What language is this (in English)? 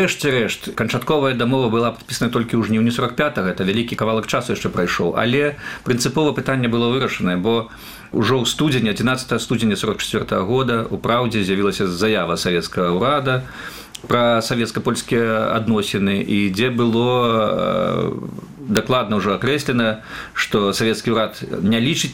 Belarusian